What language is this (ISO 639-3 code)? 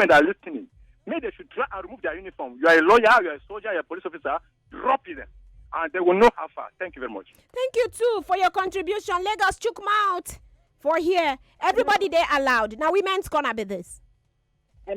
pcm